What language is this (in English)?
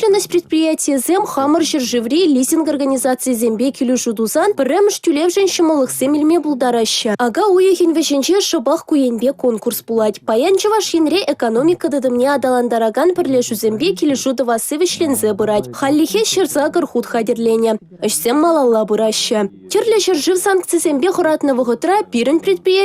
Chuvash